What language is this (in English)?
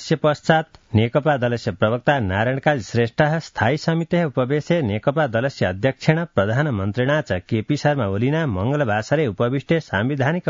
Sanskrit